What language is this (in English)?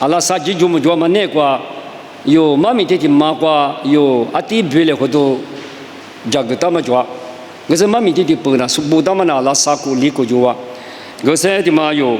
Lisu